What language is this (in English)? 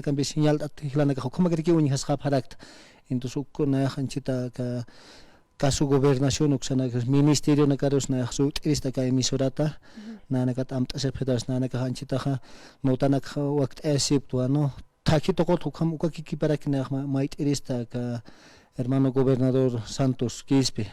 Aymara